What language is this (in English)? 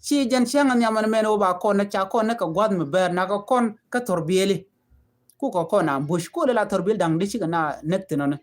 Nuer